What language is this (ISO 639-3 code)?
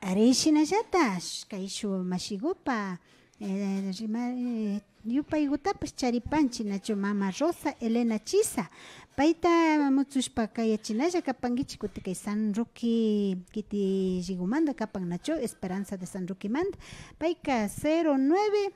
qvi